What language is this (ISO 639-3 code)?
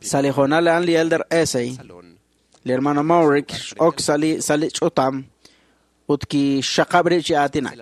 kek